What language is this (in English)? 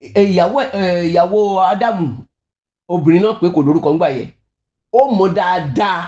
Yoruba